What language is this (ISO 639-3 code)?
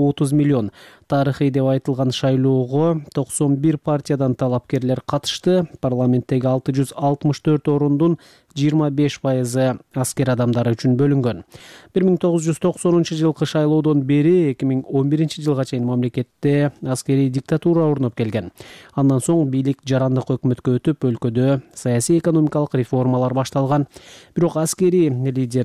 kir